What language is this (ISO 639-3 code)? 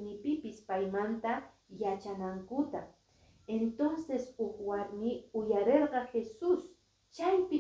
que